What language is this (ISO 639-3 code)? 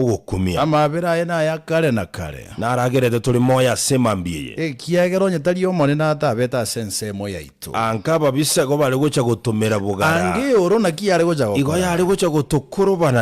guz